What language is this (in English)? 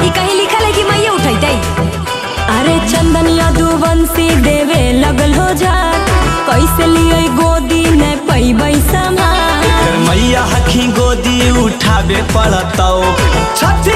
Magahi